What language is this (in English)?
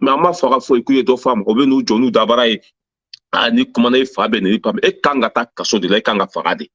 Bambara